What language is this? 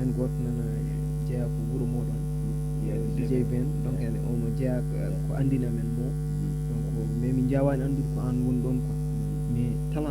Fula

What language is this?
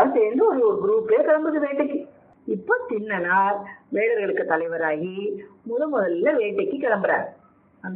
Tamil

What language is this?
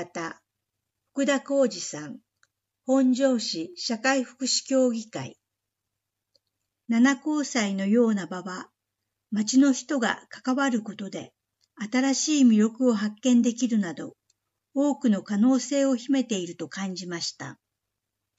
Japanese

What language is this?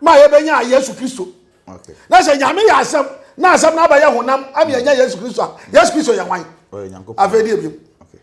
Akan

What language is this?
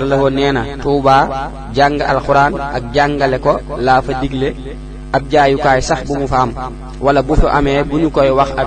Wolof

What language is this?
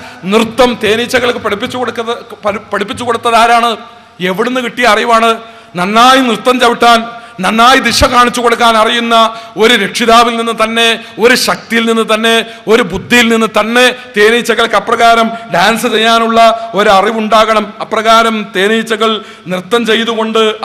Malayalam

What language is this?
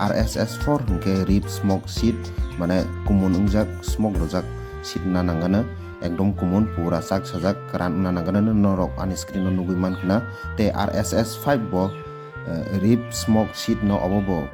Kok Borok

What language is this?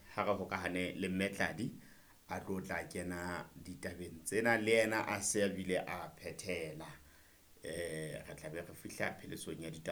Southern Sotho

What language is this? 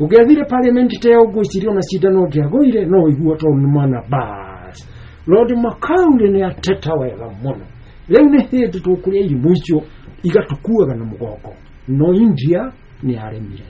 Kikuyu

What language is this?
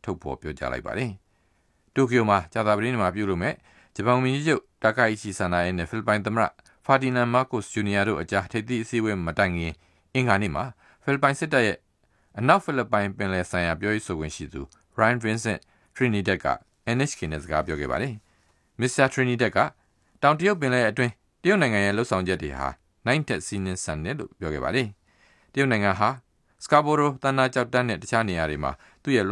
Burmese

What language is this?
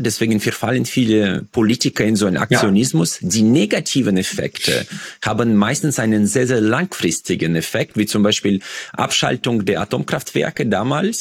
German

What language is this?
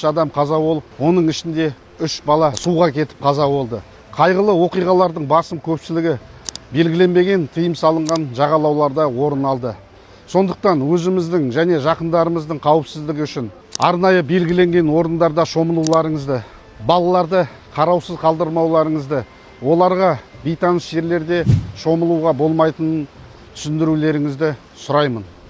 Kazakh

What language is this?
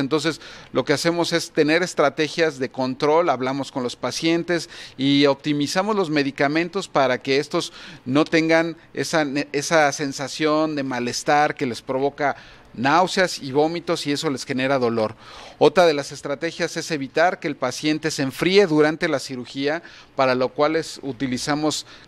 Spanish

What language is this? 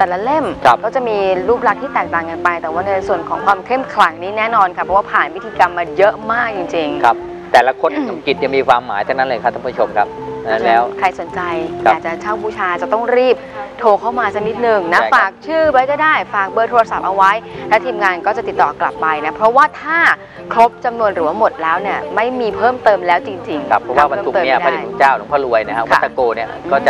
Thai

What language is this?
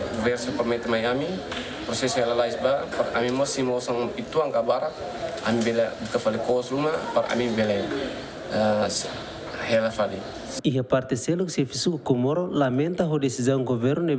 Tetum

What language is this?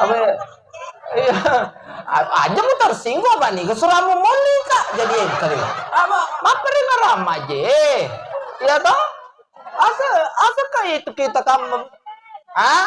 Buginese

